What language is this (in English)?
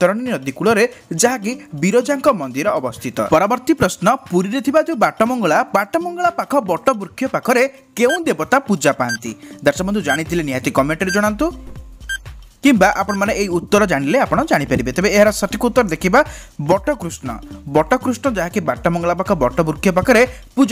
Odia